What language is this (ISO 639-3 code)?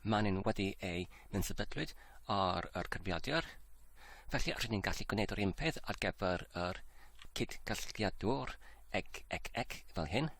cym